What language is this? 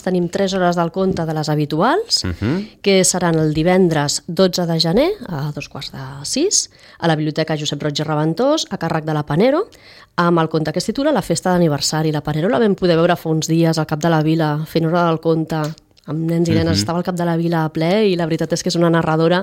Catalan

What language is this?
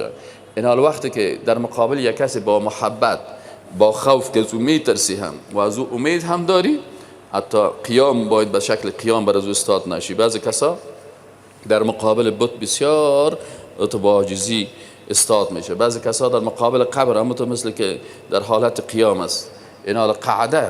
Persian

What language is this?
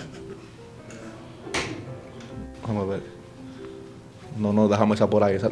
Spanish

